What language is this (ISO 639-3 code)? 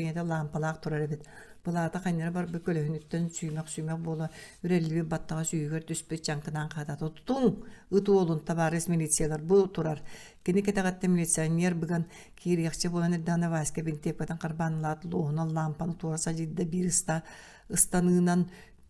sah